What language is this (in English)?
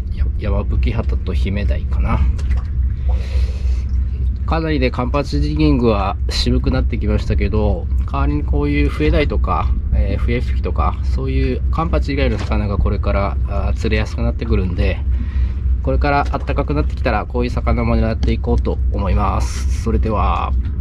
Japanese